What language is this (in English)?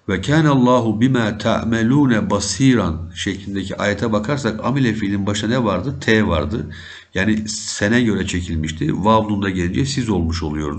Turkish